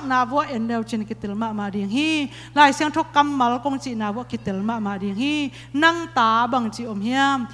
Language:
Tedim Chin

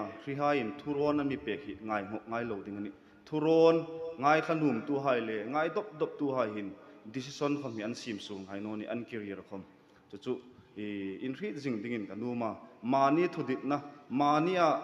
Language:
Hmar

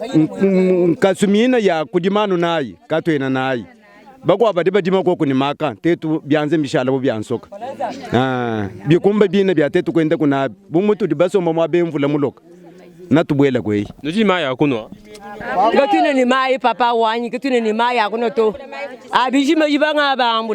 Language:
Luba-Lulua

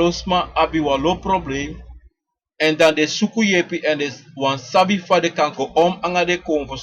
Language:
Sranan Tongo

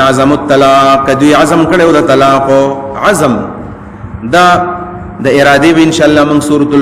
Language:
Pashto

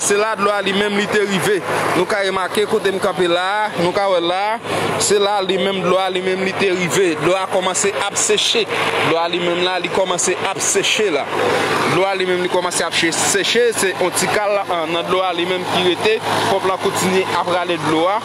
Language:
Haitian Creole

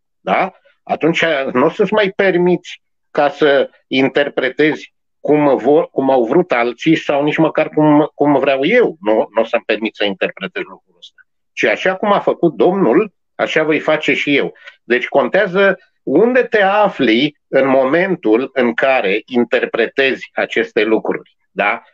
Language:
Romanian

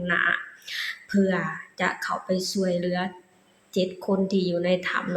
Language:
Lao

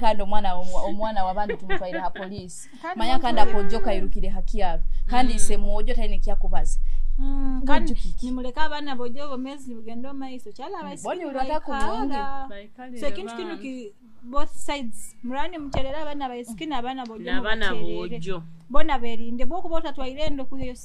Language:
Nyoro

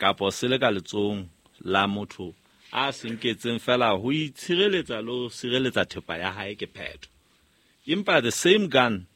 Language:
Southern Sotho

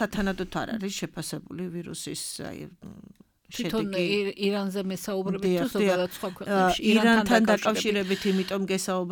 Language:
Georgian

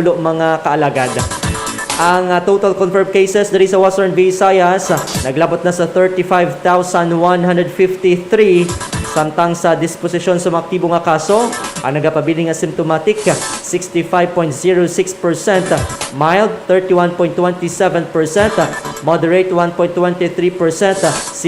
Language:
Hiligaynon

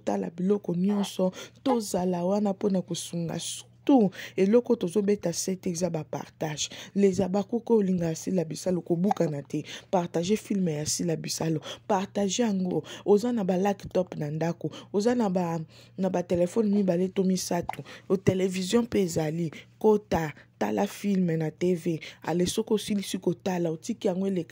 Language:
Lingala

